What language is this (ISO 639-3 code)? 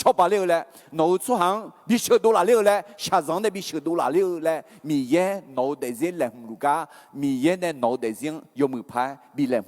ahk